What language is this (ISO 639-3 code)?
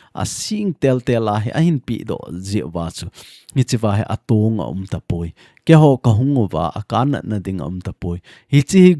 tcz